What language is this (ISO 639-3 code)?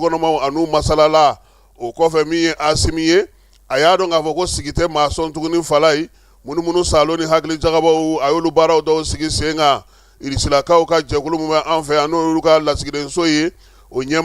bam